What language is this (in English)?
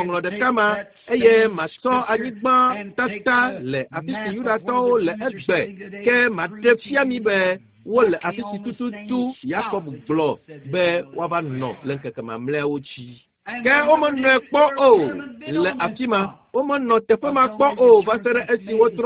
Ewe